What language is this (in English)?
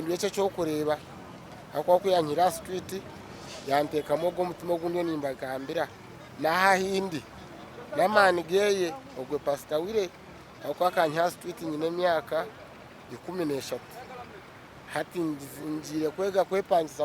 Nyankole